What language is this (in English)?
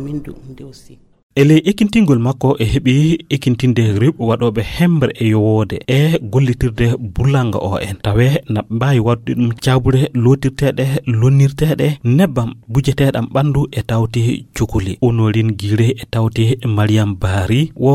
Fula